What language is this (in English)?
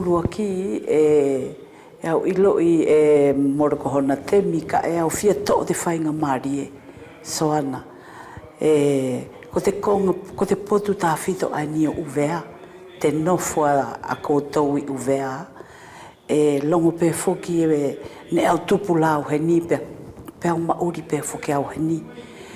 Wallisian